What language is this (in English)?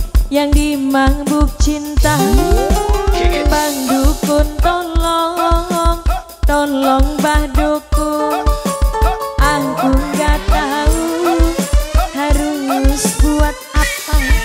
Indonesian